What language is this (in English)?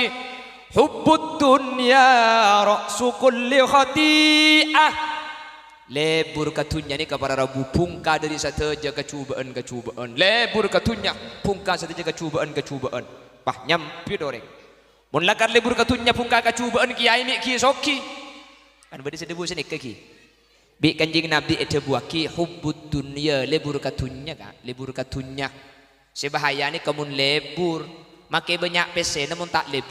Madurese